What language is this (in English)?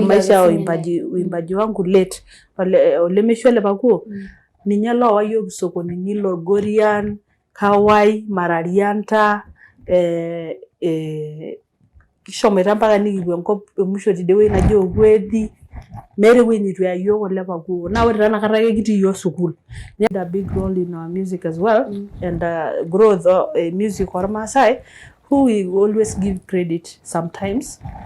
Masai